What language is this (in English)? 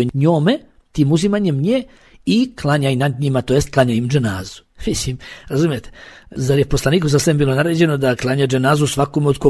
Bosnian